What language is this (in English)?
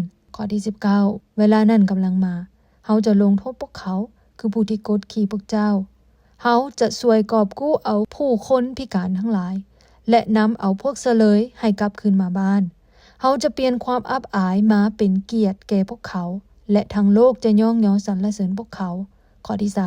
Lao